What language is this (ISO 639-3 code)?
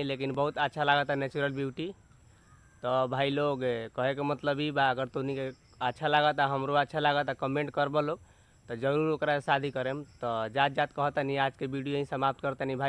bho